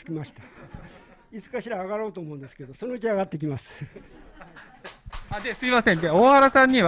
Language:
Japanese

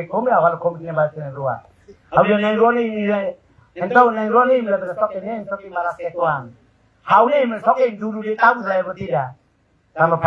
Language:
Tetum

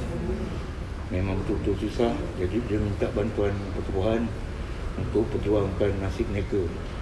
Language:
Malay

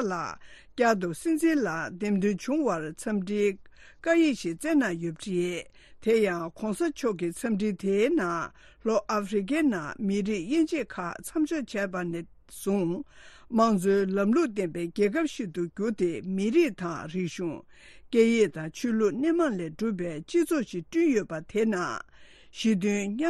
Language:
Tibetan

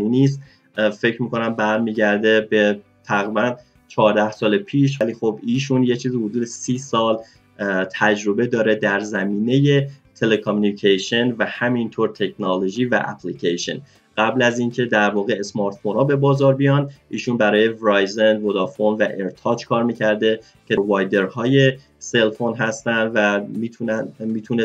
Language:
Persian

